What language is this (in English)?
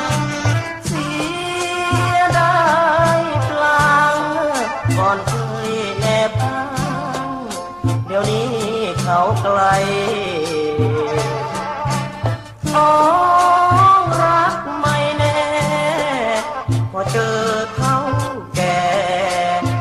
Thai